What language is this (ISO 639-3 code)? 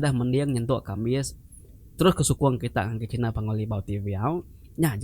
iba